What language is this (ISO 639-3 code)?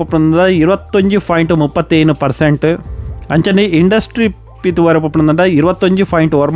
tcy